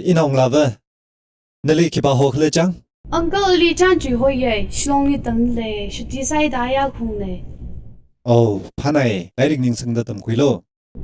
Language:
Tangkhul Naga (India)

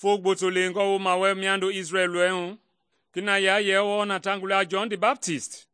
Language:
Mende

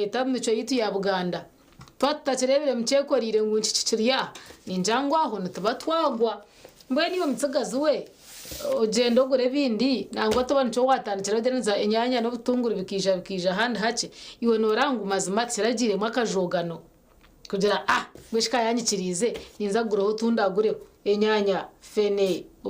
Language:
Nyankole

